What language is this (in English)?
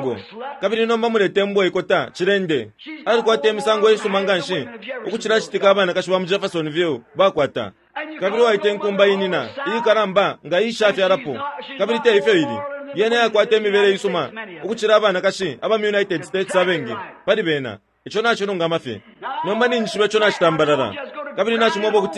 Bemba